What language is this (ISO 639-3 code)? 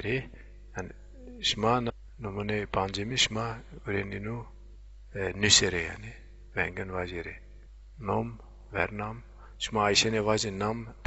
zza